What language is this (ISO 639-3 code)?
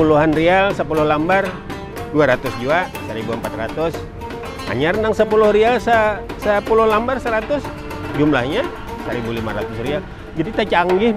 bjn